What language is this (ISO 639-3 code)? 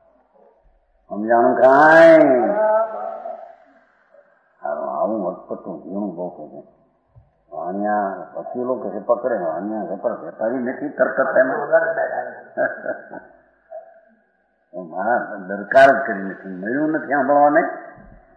guj